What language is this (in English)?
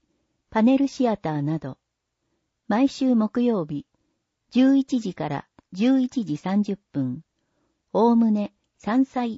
Japanese